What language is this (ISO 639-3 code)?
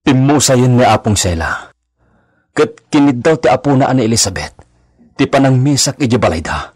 ilo